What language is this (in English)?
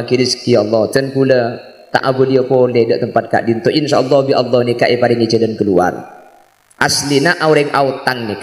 Madurese